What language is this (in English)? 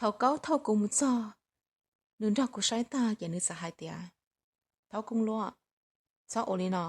Hmong